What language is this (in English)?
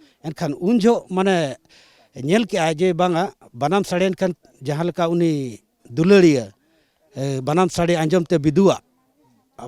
Santali